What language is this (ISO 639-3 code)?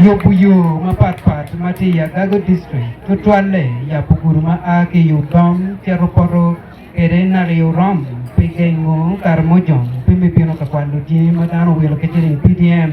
ach